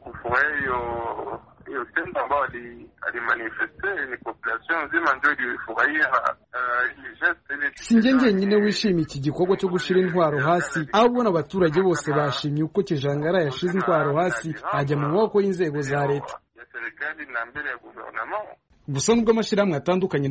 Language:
Kinyarwanda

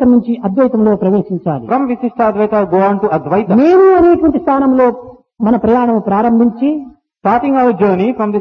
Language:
Telugu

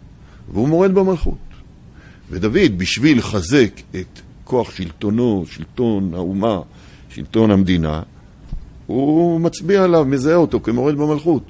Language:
Hebrew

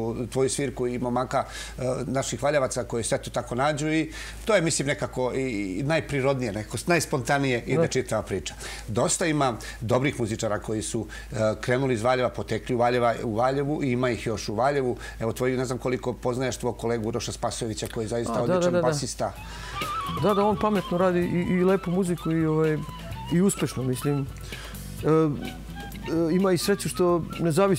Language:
Serbian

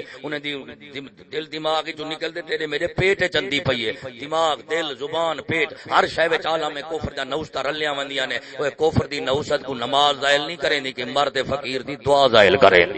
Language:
Saraiki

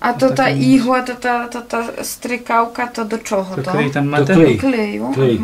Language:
Rusyn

